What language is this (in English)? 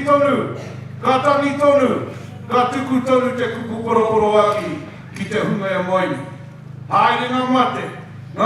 Māori